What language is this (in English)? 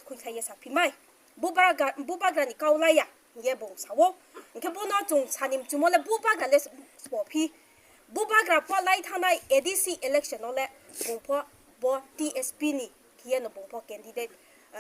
Riang (India)